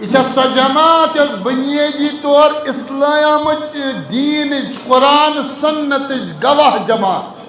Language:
Kashmiri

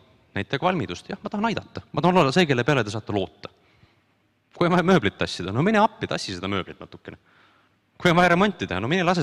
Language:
Estonian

